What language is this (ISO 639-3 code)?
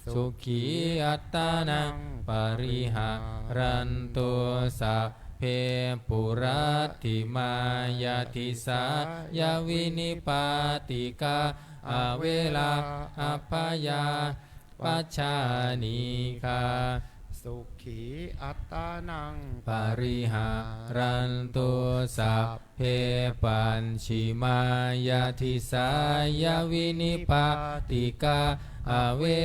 pli